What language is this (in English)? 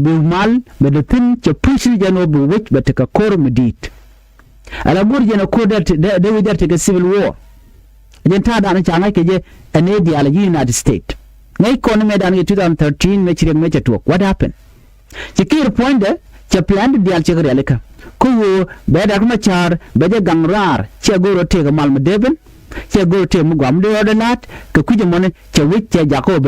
Nuer